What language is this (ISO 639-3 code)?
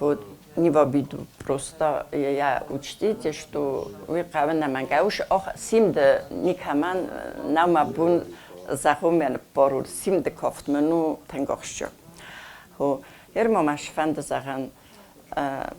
oss